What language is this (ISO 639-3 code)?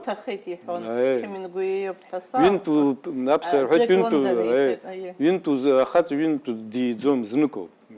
abk